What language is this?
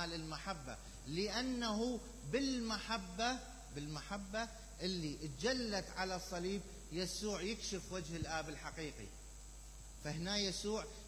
Mesopotamian Arabic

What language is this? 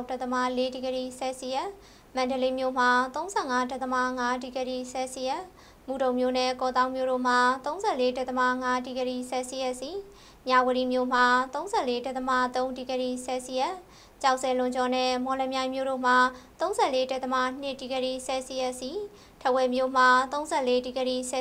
Burmese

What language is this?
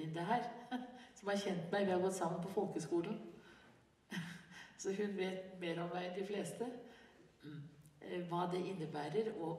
Norwegian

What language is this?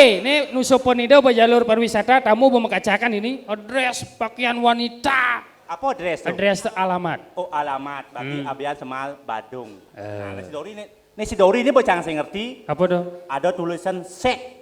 Balinese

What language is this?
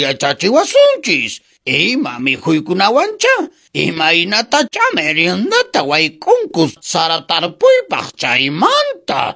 Quechua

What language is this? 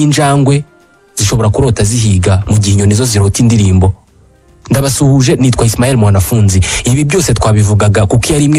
Kinyarwanda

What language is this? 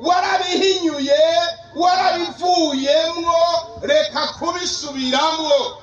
Rundi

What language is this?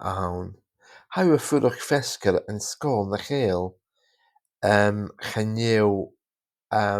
Scottish Gaelic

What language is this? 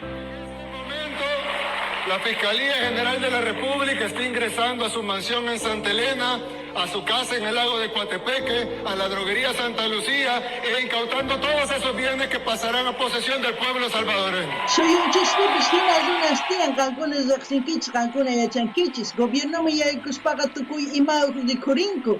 South Bolivian Quechua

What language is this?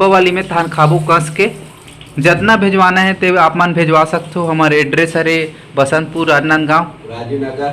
Chhattisgarhi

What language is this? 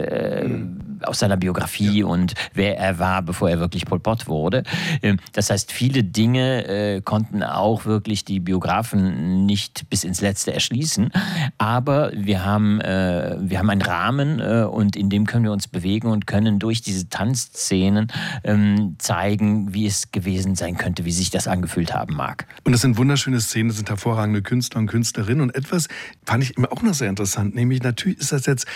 German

